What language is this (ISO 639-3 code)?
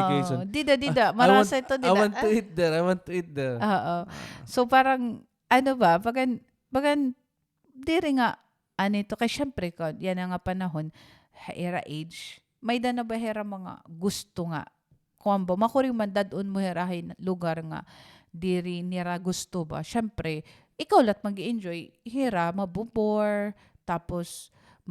war